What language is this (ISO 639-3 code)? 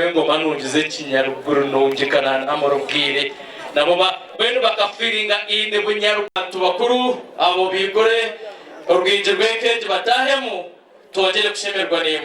nyn